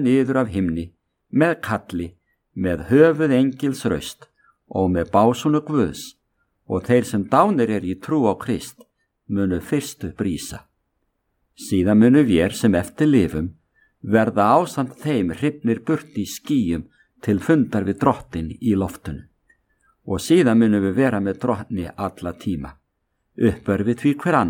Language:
Icelandic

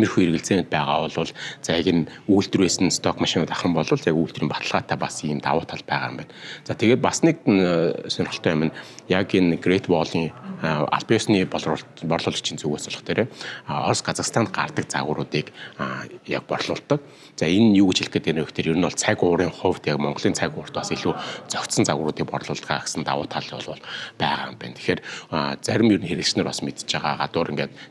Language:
Mongolian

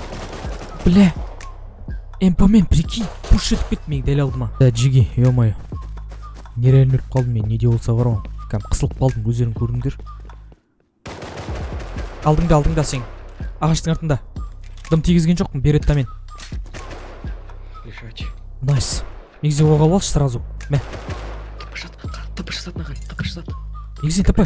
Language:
Kazakh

